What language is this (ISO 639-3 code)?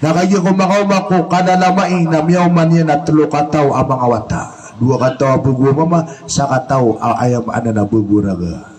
mrw